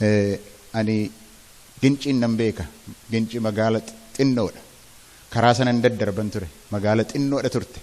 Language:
Oromo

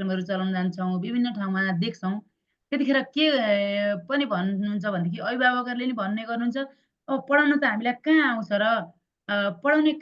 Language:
Nepali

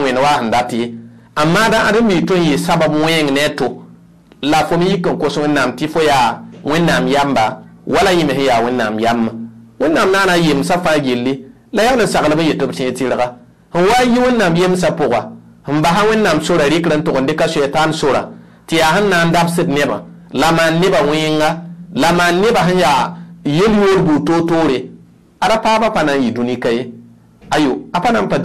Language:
Mossi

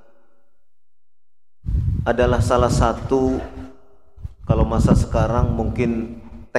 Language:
Indonesian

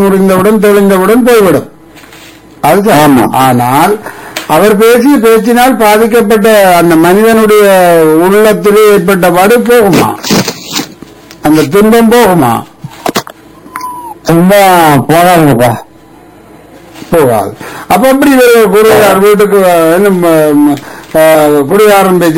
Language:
Tamil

